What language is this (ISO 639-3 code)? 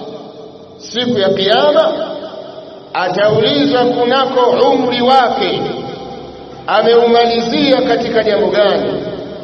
swa